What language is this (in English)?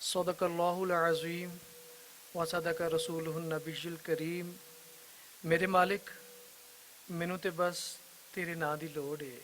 Western Panjabi